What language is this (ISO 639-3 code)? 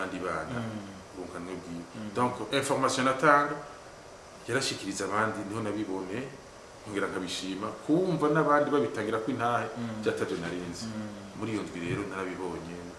run